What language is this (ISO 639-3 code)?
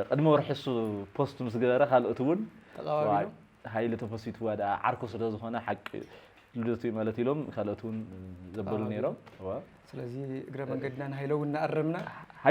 tir